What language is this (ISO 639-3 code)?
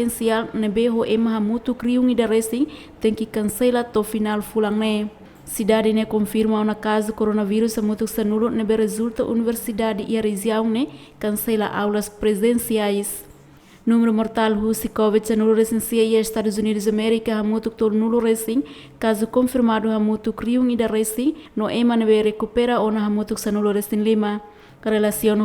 tet